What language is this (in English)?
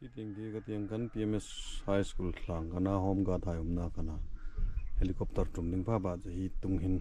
Hmar